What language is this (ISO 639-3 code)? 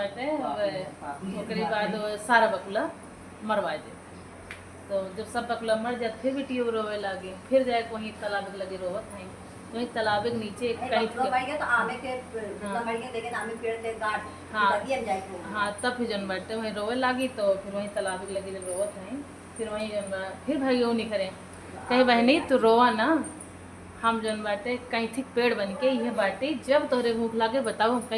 awa